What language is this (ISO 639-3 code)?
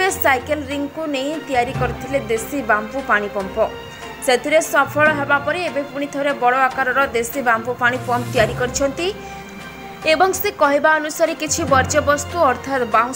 ori